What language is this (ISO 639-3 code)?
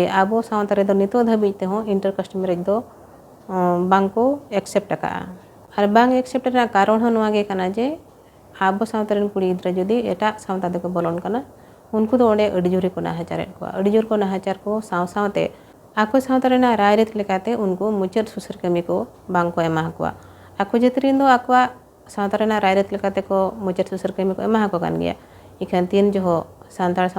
sat